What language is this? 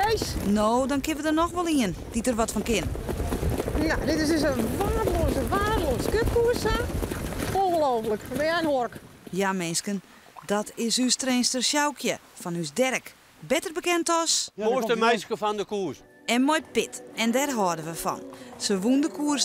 Western Frisian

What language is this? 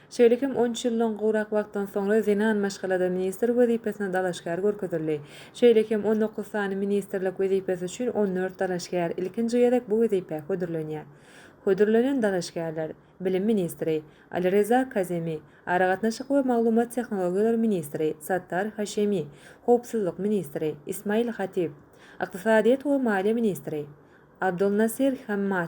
Turkmen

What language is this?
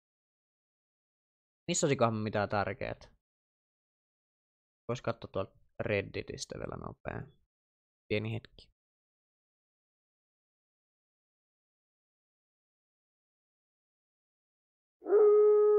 Finnish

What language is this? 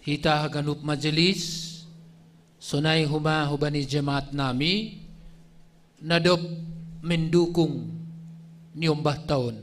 Batak Simalungun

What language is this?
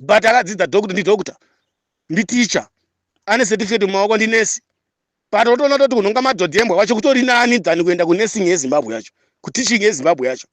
Shona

